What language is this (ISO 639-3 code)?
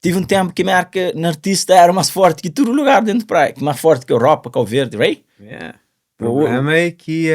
kea